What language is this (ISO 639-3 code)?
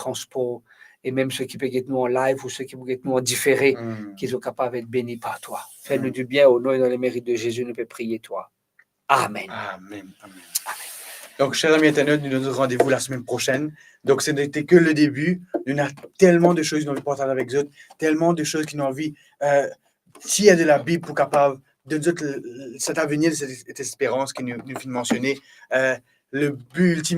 mfe